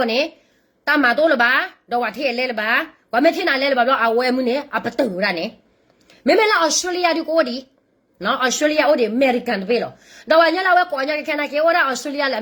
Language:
S'gaw Karen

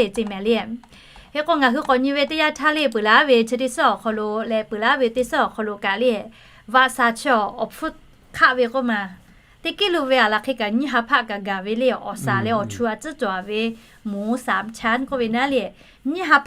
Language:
Lahu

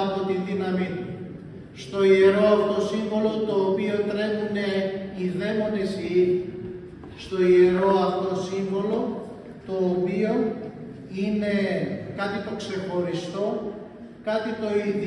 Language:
Greek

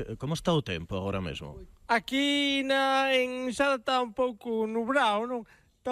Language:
Galician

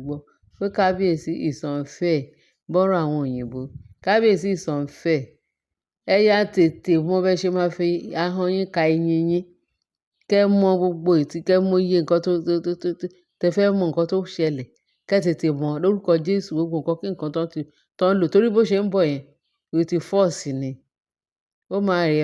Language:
Yoruba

